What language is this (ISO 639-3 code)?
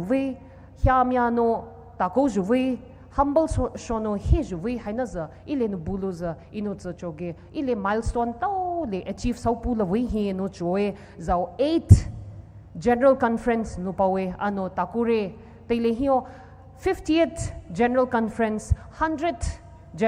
pmx